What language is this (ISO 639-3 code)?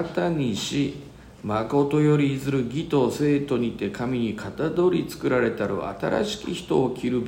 jpn